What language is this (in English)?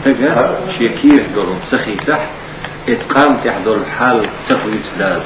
Chechen